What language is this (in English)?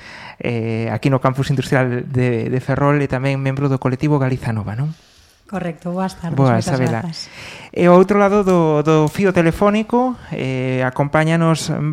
Galician